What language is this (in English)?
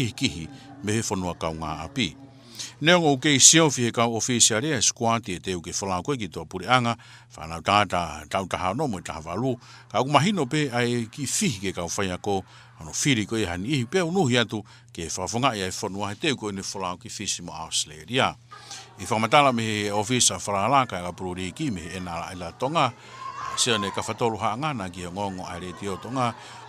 Tongan